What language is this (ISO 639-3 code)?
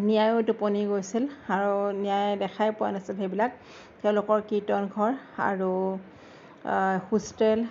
asm